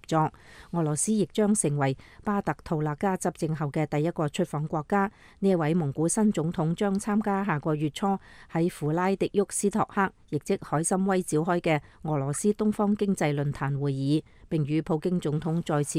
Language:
Cantonese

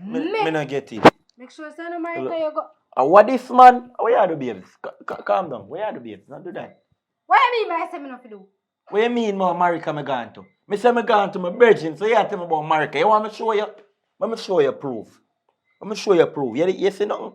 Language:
Jamaican Creole English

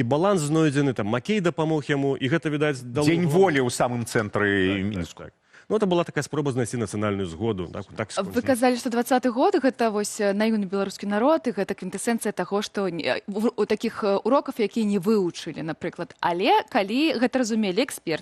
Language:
Belarusian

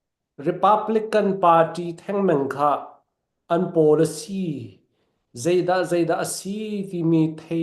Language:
Falam Chin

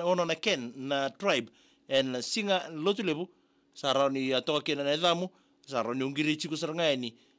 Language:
Fijian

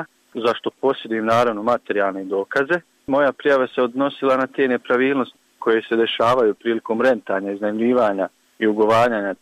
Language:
Bosnian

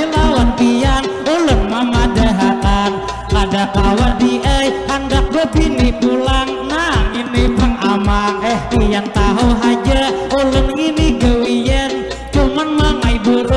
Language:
Banjar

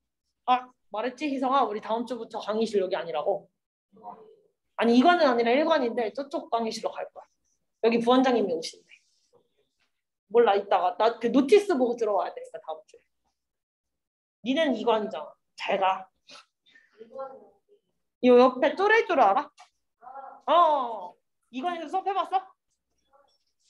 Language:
Korean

